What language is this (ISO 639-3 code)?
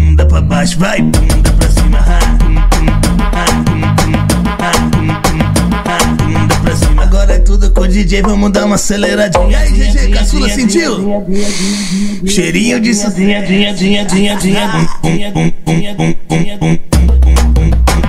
por